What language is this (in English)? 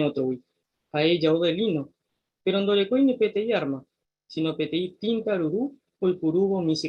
Guarani